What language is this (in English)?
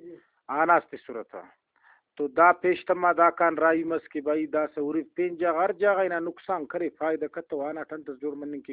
Brahui